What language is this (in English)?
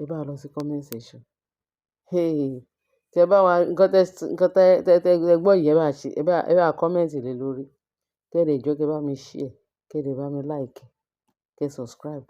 Yoruba